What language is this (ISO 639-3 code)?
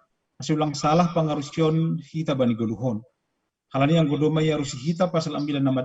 bts